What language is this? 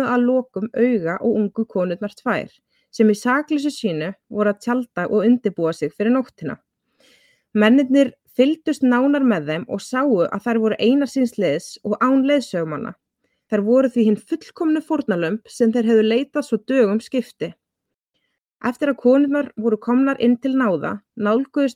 Icelandic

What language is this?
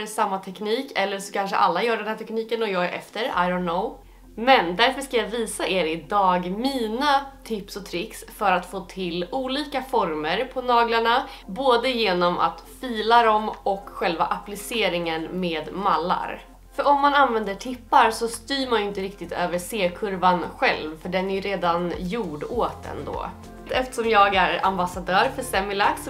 Swedish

